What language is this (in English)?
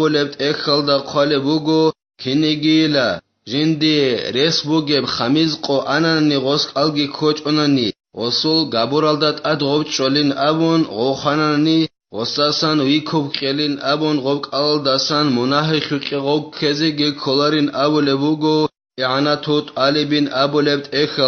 Avaric